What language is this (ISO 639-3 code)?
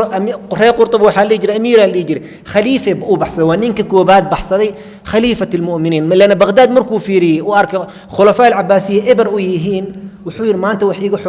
som